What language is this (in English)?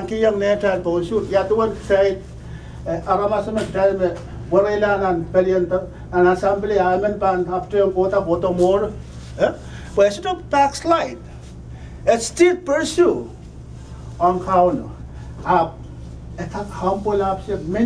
Pohnpeian